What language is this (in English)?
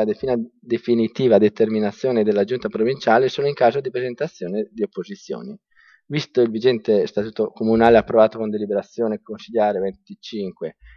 Italian